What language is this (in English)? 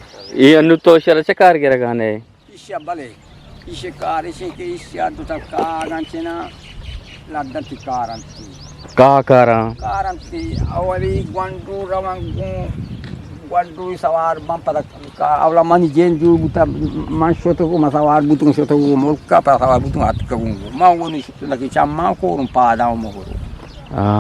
Eastern Balochi